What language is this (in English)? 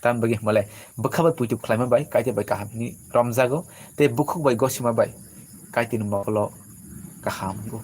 Kok Borok